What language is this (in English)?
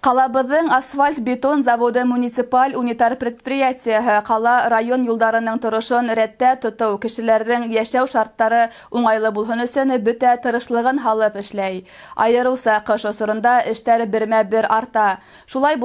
Bashkir